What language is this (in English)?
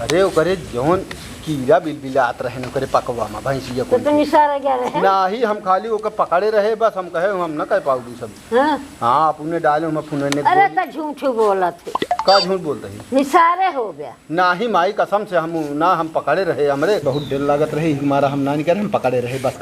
Awadhi